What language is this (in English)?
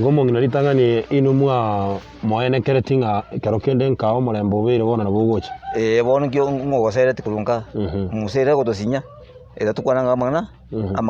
Gusii